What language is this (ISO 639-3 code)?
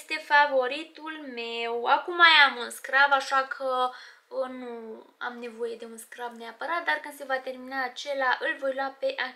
ron